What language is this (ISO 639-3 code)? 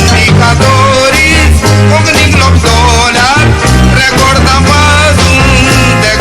kok